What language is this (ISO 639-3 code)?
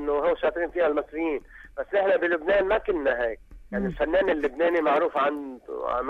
apc